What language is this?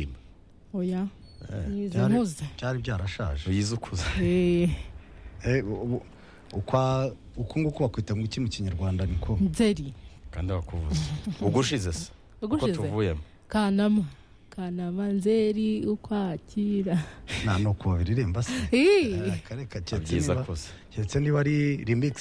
Kinyarwanda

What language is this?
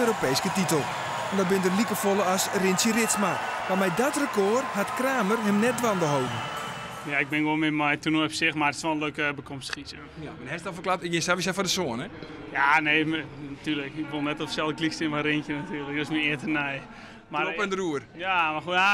Western Frisian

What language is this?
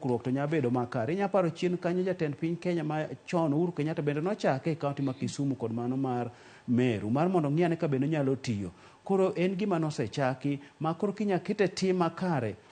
Luo (Kenya and Tanzania)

